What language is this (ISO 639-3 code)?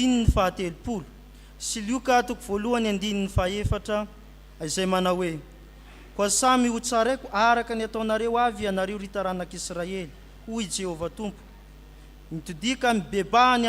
mlg